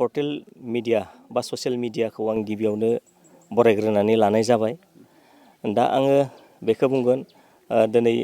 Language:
Bodo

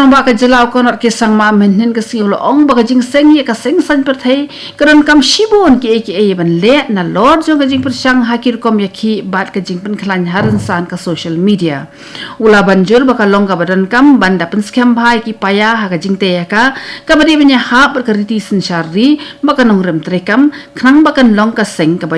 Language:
Khasi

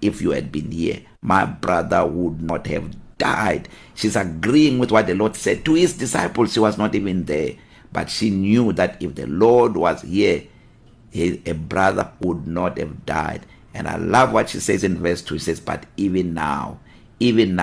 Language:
English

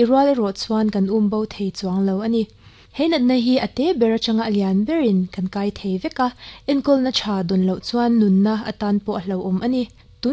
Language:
Mizo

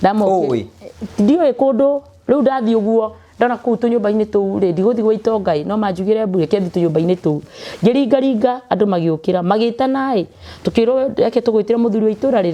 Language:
Kikuyu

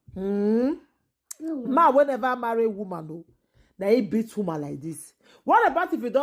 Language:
Nigerian Pidgin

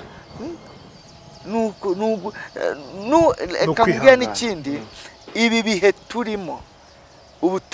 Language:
Kinyarwanda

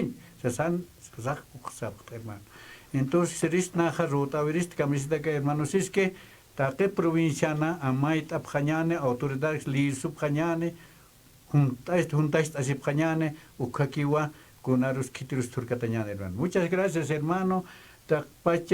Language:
Aymara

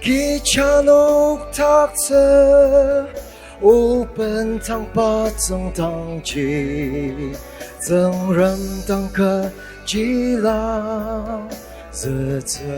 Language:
Ao Naga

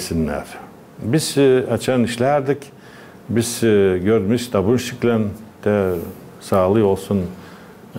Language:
Gagauz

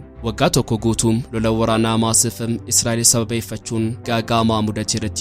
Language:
Oromo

